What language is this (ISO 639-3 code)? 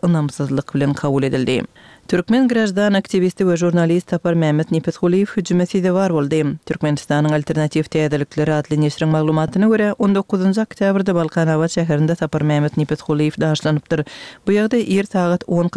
kir